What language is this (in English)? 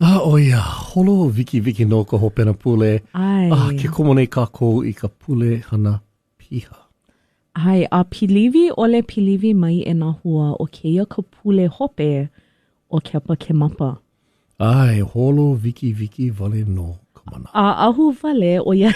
Hawaiian